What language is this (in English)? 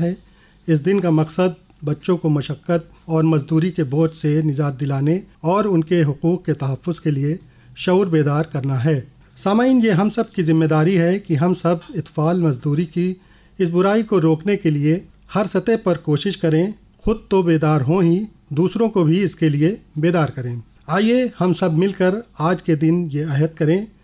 Urdu